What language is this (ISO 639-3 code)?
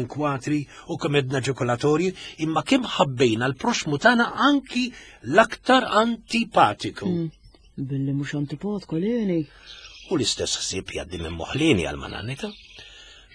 mlt